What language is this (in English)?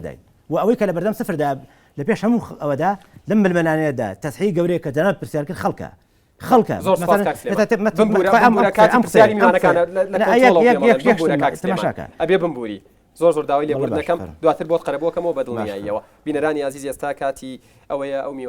Central Kurdish